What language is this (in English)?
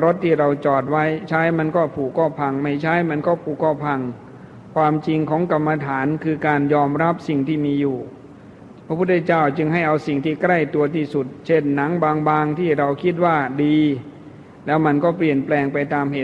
Thai